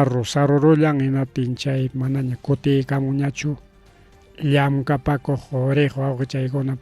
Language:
Ayacucho Quechua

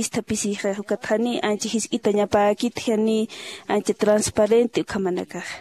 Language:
Aymara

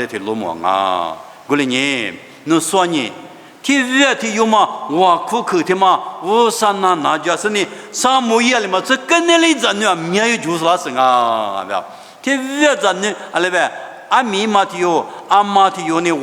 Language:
Lisu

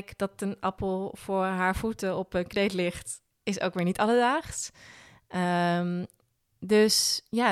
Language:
Dutch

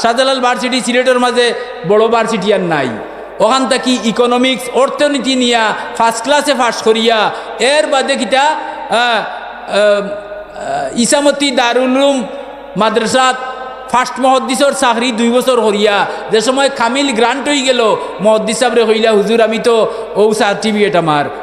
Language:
Sylheti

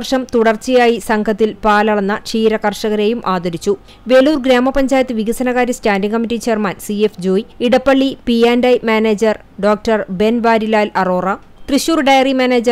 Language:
Malayalam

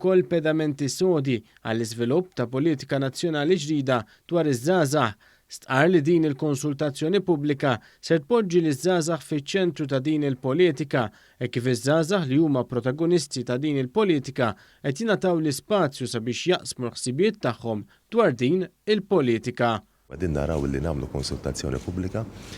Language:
Maltese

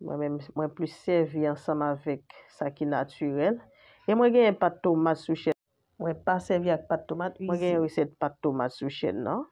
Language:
Haitian Creole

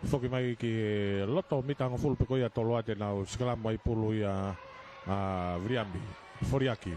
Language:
Tongan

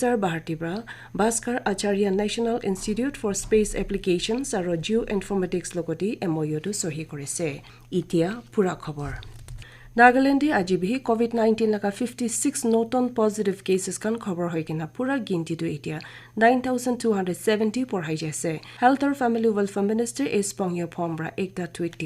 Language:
Naga Pidgin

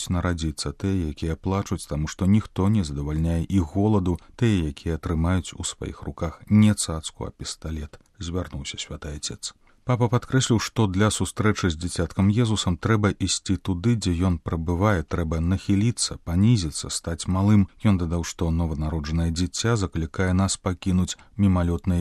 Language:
Belarusian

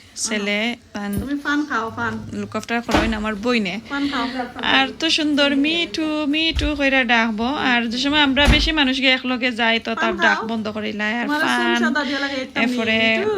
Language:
Sylheti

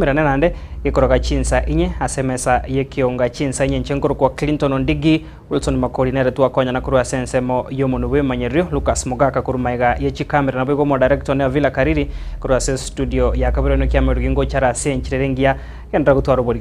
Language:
Gusii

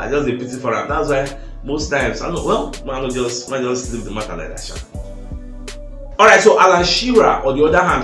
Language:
Nigerian Pidgin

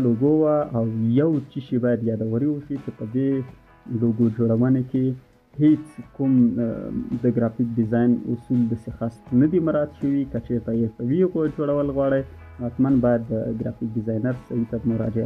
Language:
Pashto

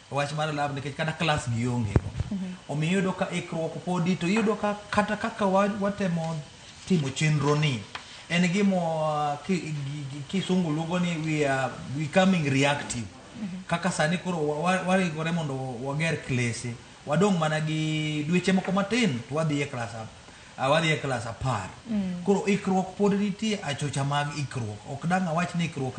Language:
Luo (Kenya and Tanzania)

